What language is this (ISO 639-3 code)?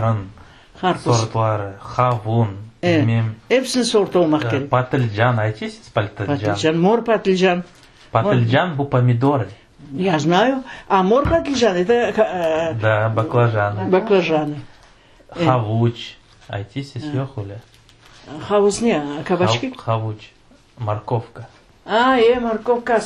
crh